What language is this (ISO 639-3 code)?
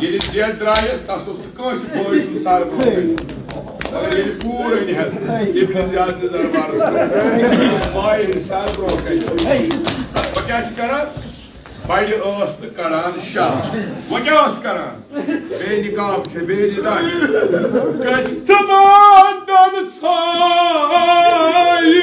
kas